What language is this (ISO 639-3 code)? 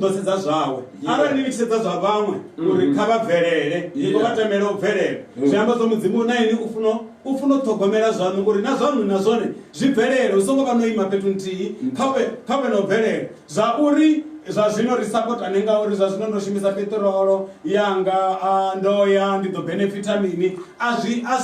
ven